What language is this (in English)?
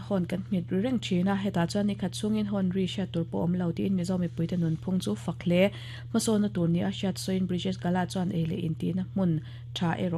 Mizo